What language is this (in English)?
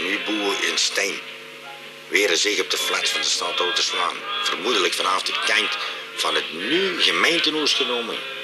Limburgish